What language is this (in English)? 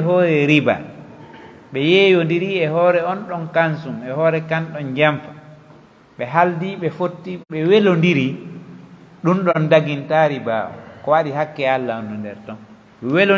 Pular